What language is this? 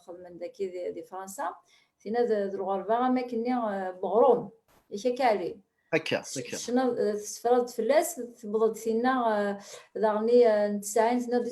Kabyle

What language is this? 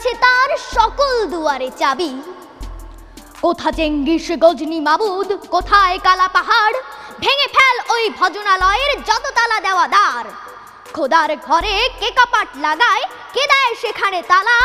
Bangla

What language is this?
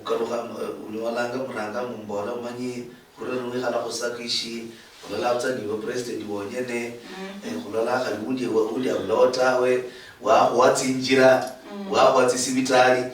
Luyia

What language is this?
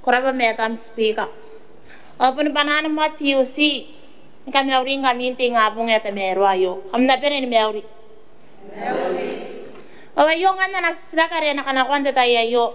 Gilbertese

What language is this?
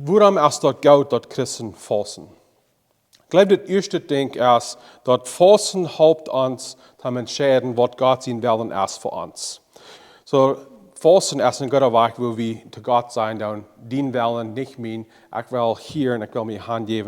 Plautdietsch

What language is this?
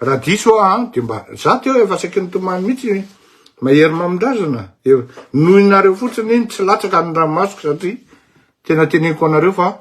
Malagasy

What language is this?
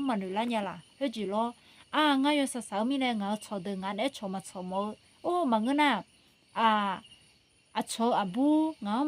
Akha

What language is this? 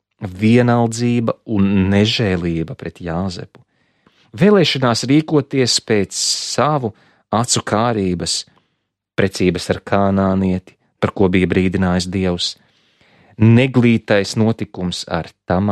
Latvian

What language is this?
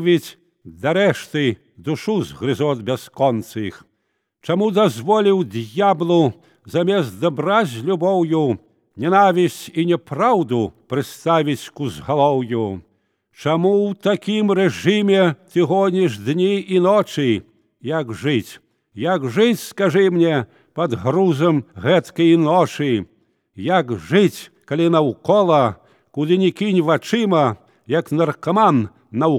Belarusian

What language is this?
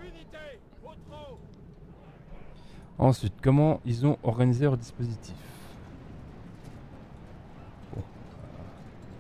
French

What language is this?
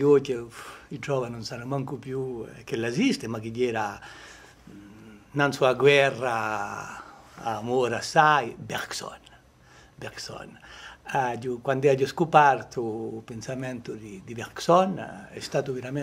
Corsican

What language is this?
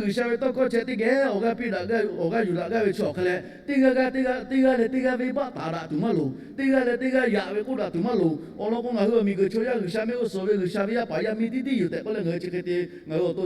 Lahu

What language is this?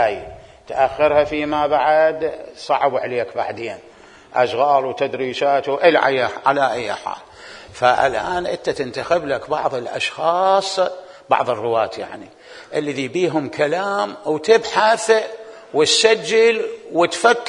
Mesopotamian Arabic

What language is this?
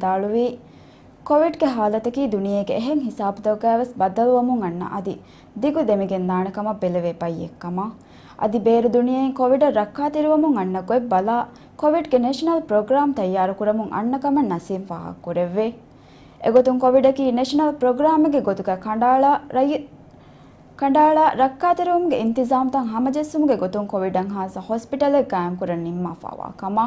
Divehi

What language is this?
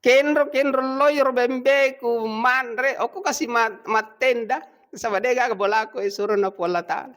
Buginese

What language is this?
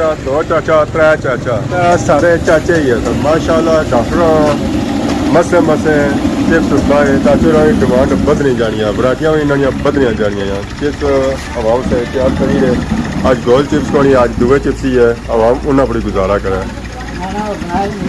Pahari-Potwari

